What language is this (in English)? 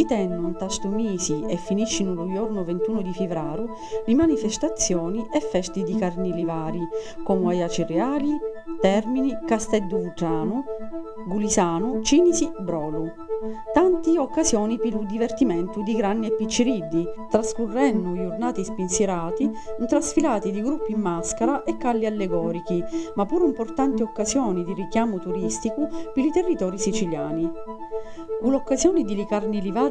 Sicilian